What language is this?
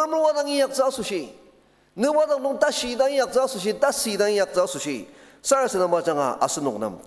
Ao Naga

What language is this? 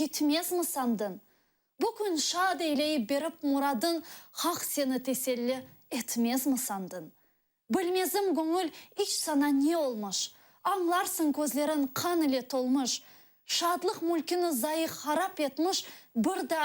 Crimean Tatar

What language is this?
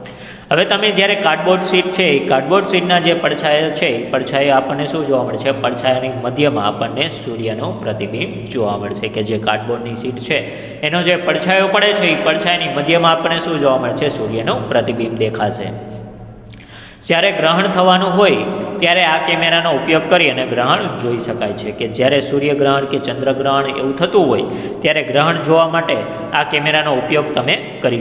Gujarati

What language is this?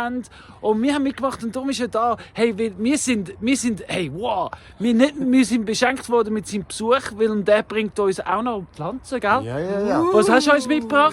Swiss German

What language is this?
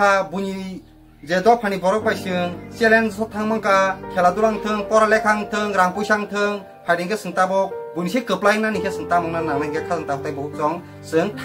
Kok Borok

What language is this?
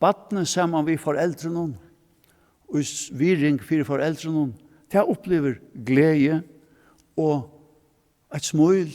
Faroese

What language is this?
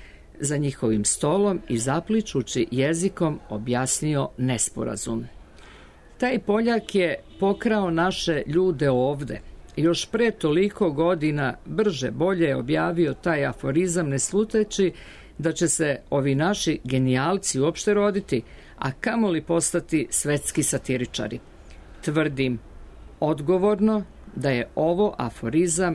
Serbian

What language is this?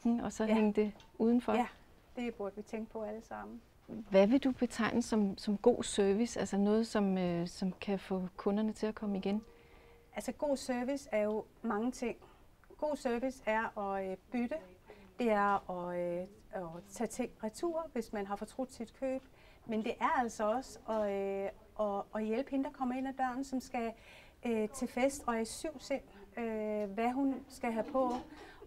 Danish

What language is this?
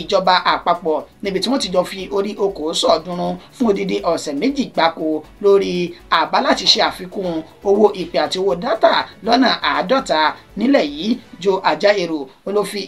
Yoruba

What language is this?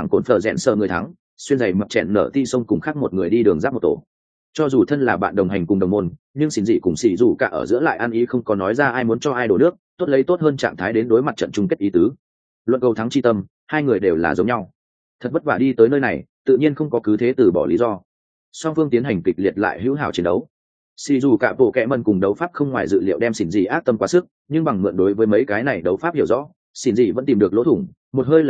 Vietnamese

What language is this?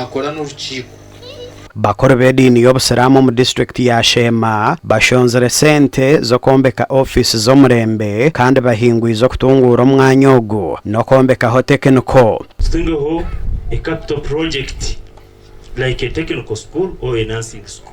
Nyankole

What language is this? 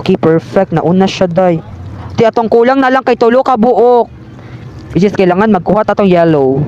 Cebuano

